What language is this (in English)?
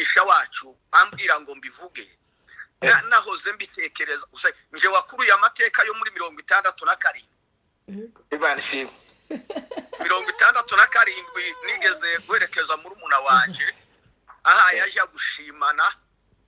Kinyarwanda